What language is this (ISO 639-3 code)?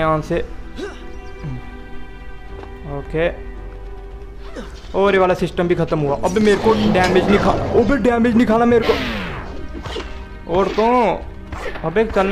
hin